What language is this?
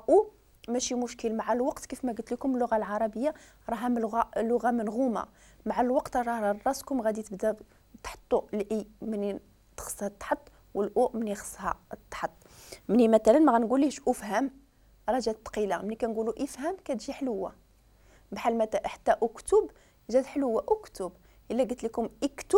Moroccan Arabic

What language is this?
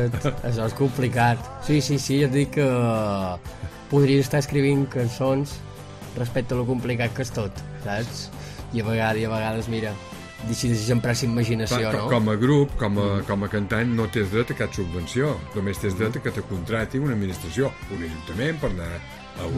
Catalan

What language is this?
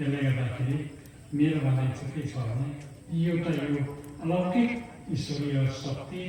Nepali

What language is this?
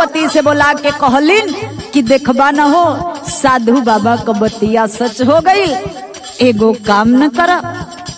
Bhojpuri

